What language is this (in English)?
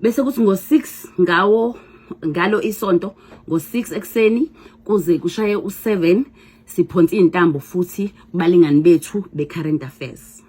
Zulu